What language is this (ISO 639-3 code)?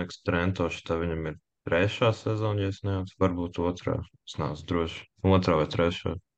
lav